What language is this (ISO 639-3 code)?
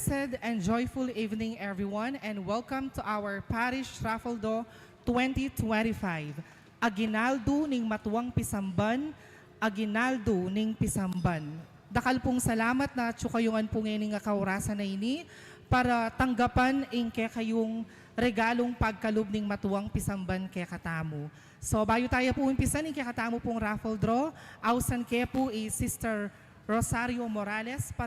pam